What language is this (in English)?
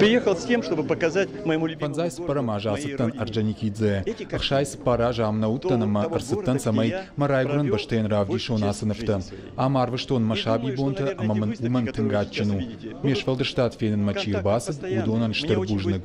Ossetic